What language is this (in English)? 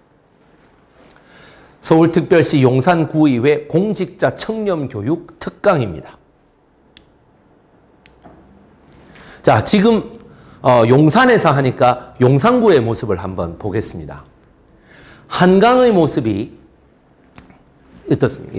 Korean